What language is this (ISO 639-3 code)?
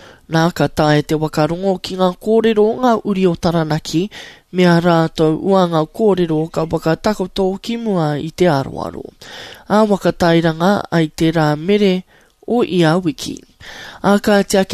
mri